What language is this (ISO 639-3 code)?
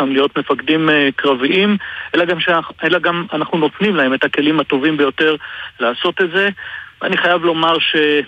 heb